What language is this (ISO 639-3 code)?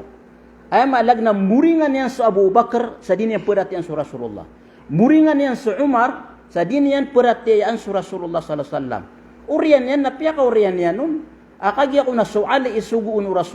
mrw